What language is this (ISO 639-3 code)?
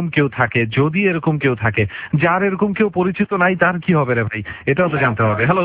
ben